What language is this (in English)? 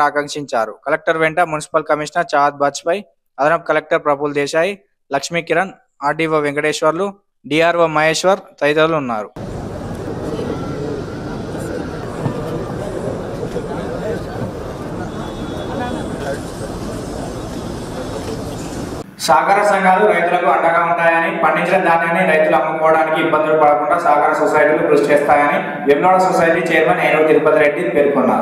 Telugu